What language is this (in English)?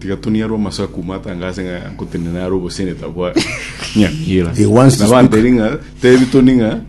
Gusii